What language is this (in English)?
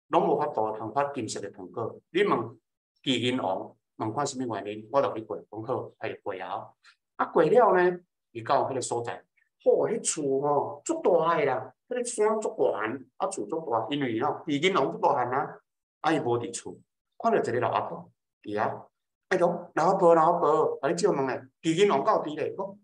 Min Nan Chinese